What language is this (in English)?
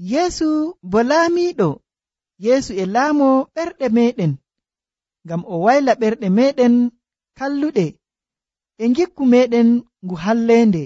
Nigerian Fulfulde